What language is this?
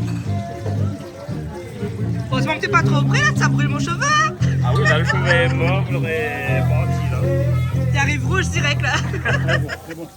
Réunion Creole French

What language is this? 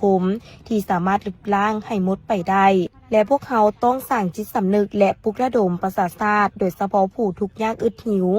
Lao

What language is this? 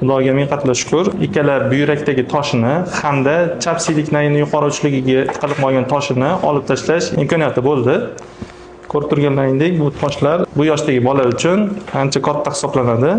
Uzbek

